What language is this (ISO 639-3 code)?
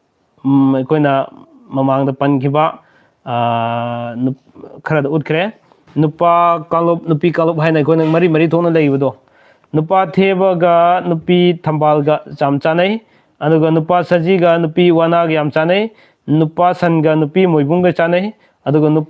mni